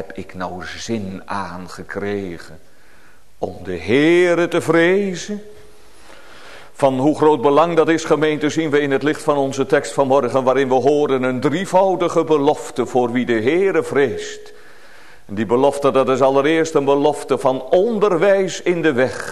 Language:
Dutch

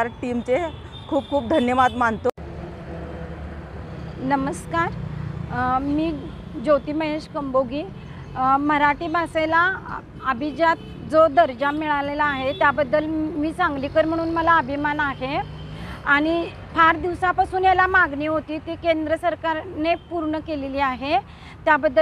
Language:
Marathi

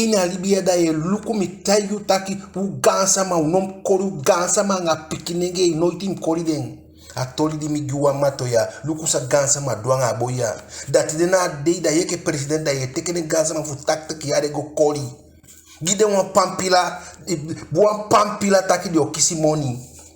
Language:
Eastern Maroon Creole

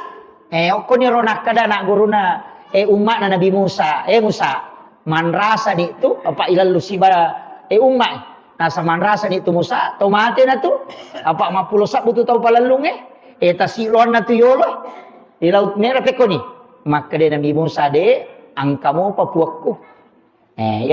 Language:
Buginese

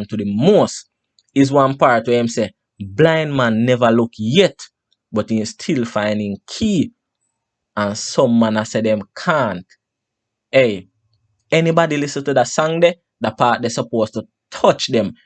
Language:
Jamaican Creole English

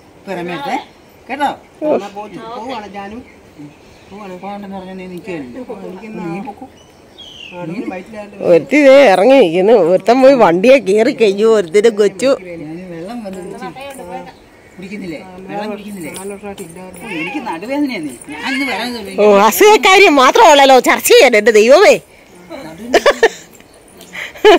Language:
Malayalam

